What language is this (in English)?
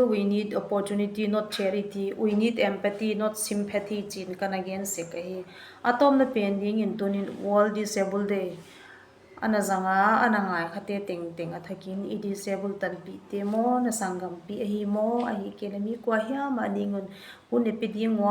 Paite Chin